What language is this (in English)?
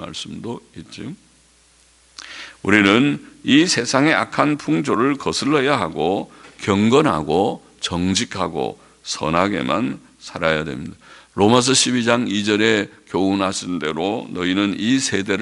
Korean